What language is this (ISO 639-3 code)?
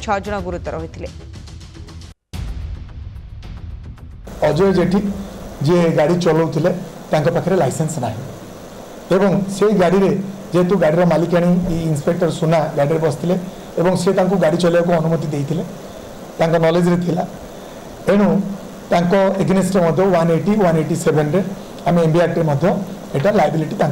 ori